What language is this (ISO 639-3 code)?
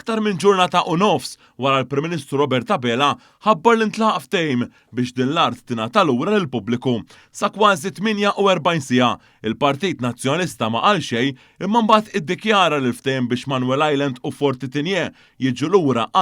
mlt